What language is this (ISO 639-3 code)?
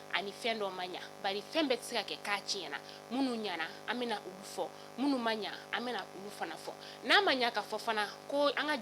bam